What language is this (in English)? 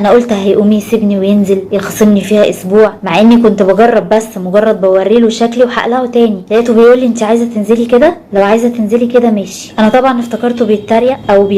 Egyptian Arabic